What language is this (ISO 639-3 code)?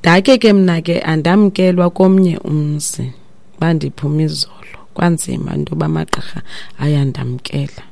xho